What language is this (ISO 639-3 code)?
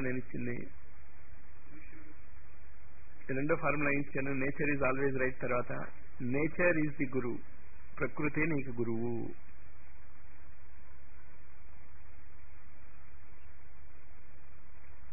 tel